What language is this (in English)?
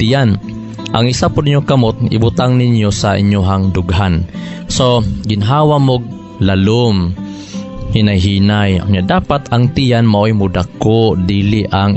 Cebuano